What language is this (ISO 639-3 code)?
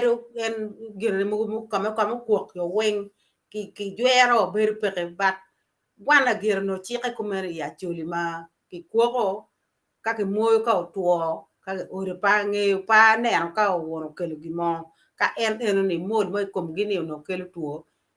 ach